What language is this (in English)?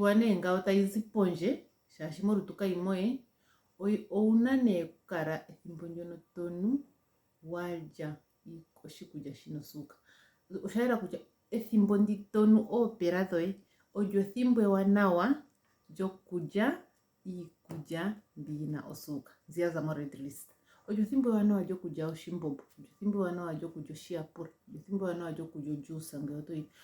Ndonga